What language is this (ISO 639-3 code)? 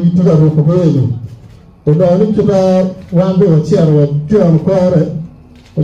ach